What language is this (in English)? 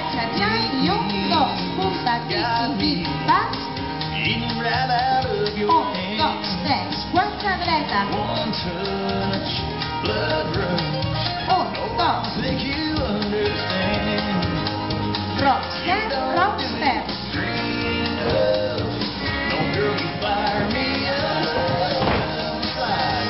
Catalan